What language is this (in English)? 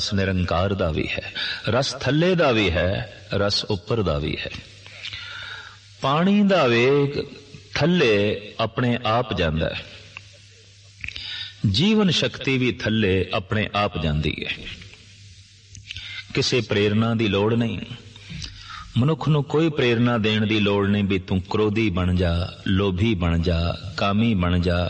Punjabi